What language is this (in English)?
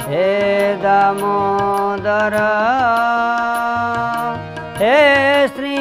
Odia